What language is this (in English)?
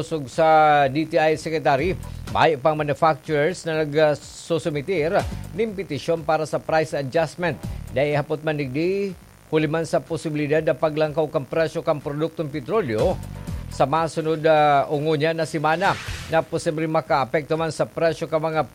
Bikol